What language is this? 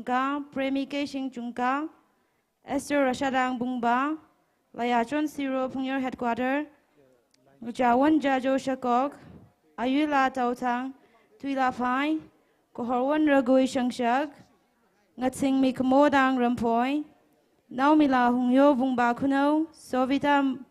Tangkhul Naga (India)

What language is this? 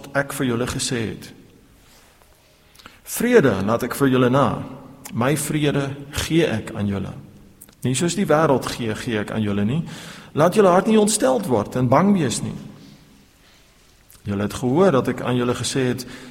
Afrikaans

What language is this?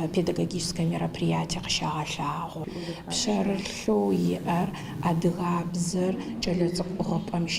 Adyghe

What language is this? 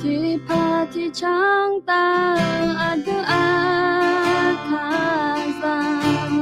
Akha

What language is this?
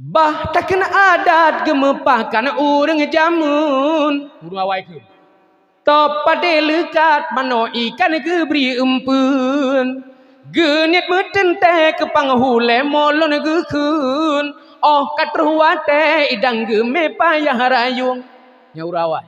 Achinese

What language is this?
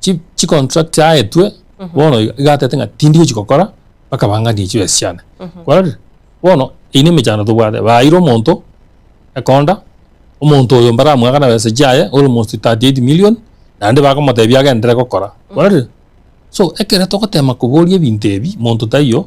Gusii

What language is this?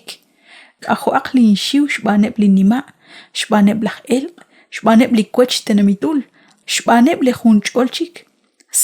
Kekchí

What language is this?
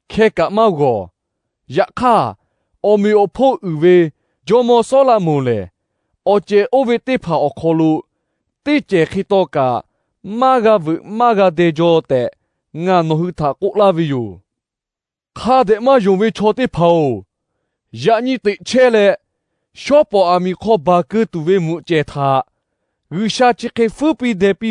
Lahu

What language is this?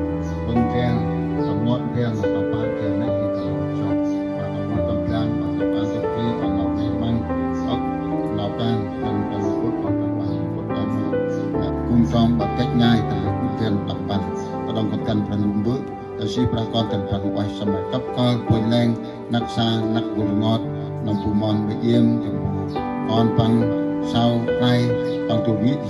Central Mnong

